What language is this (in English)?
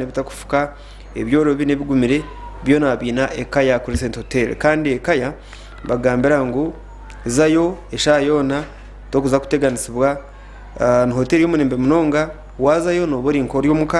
Nyankole